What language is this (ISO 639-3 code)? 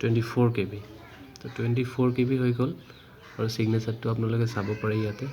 asm